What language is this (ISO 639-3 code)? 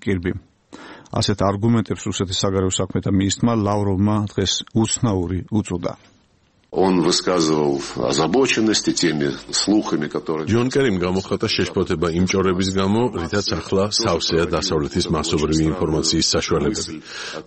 kat